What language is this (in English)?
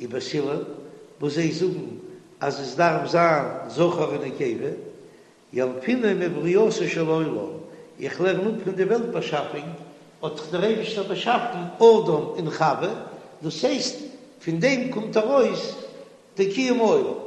Yiddish